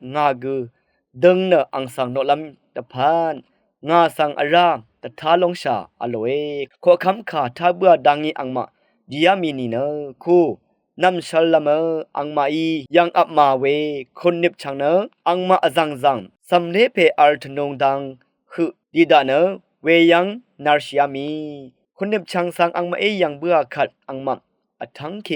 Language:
Rawang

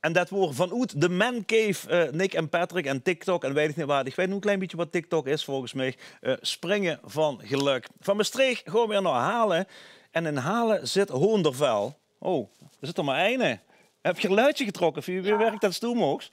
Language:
Limburgish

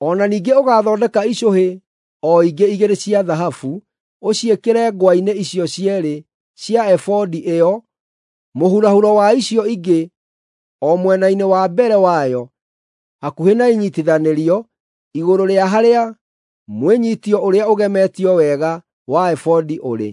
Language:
Kikuyu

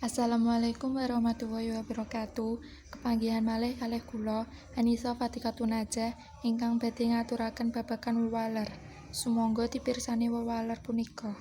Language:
Javanese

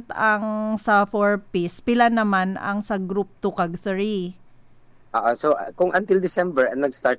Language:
Hiligaynon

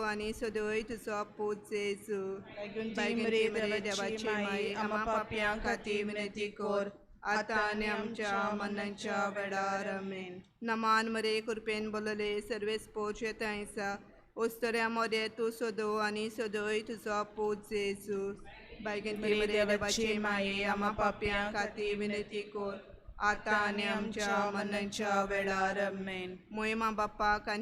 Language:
Konkani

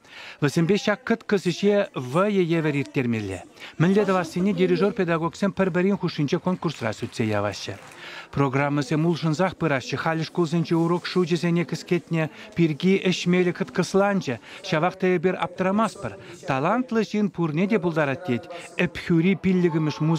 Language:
Chuvash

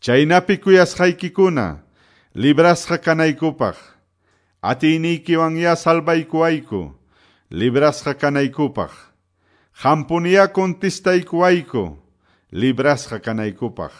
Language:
Quechua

